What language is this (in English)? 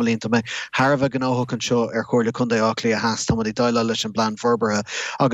Irish